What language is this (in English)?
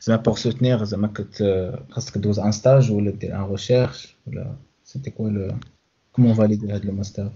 Moroccan Arabic